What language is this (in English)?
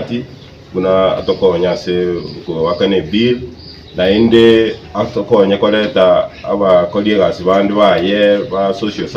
Gusii